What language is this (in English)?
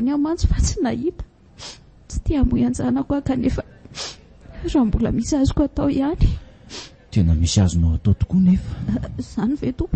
Malagasy